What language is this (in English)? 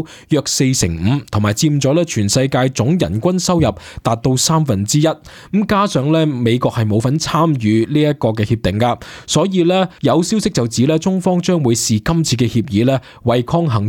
Cantonese